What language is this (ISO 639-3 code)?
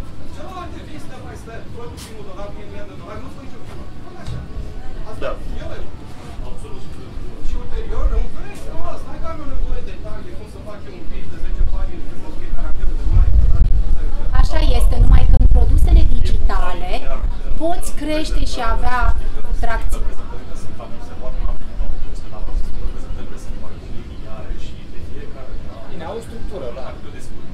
ron